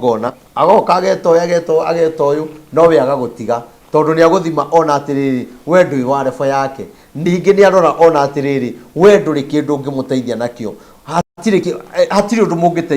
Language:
Kikuyu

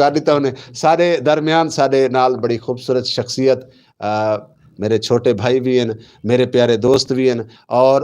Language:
Western Panjabi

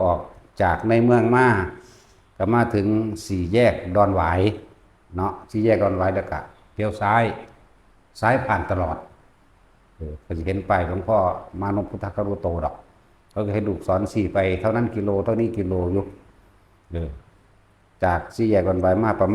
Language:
Northeastern Thai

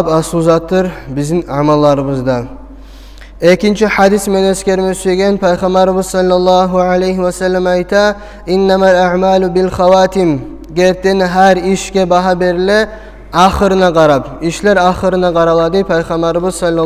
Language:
Kumyk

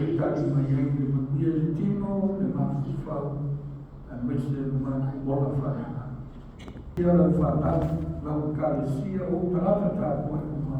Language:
Samoan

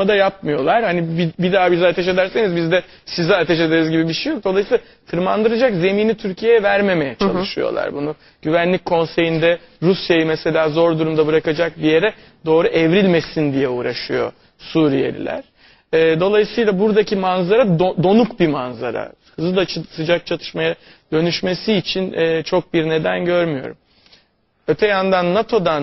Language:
Turkish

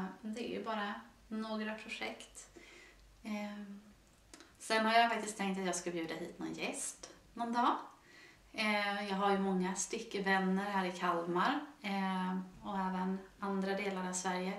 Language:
Swedish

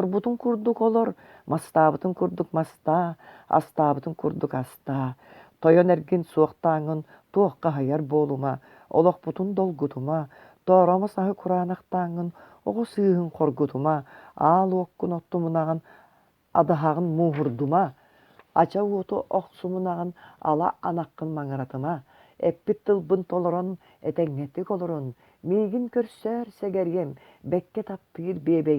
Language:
Yakut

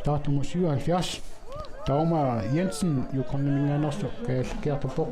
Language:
Kalaallisut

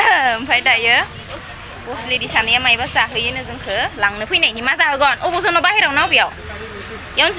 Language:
Bodo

